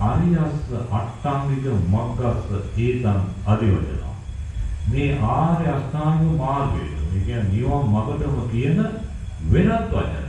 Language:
Sinhala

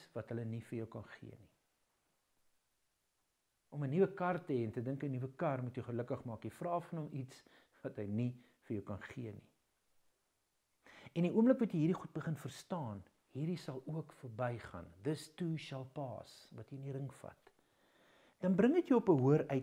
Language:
Afrikaans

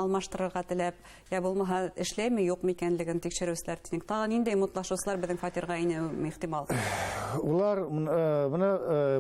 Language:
Bashkir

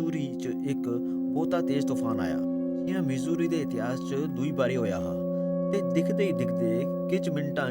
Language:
Dogri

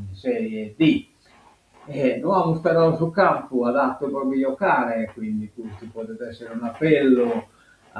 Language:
Sardinian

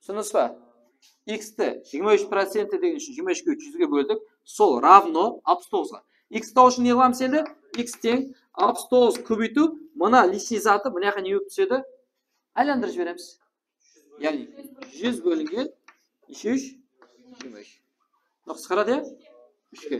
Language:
Kara-Kalpak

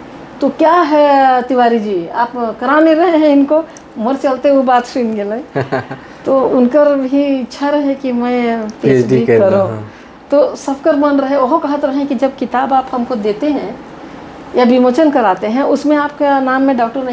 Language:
Sadri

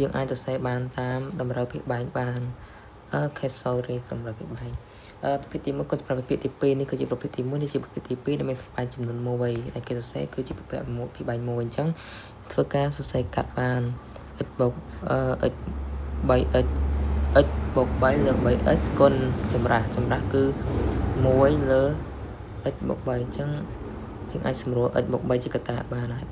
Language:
Khmer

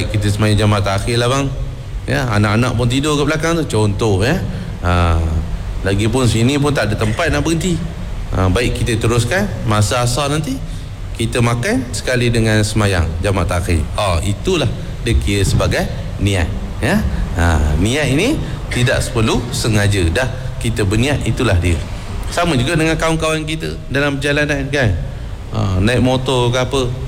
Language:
Malay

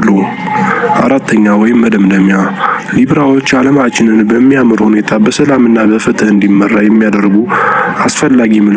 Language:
Amharic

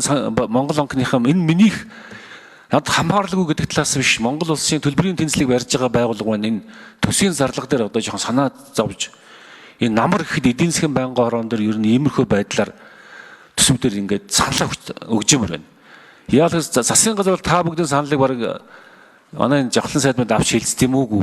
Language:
Mongolian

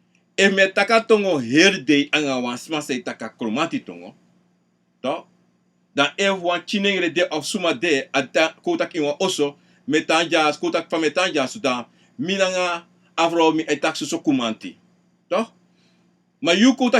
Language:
Sranan Tongo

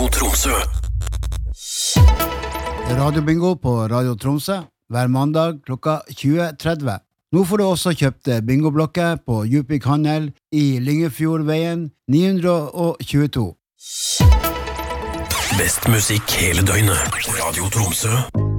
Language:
Norwegian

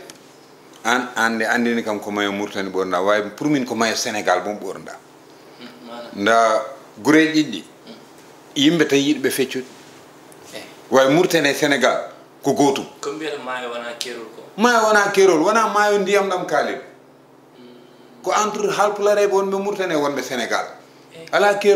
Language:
Fula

